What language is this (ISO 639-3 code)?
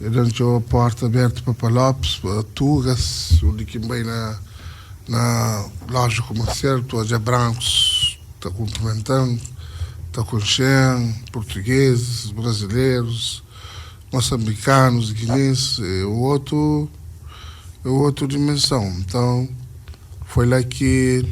kea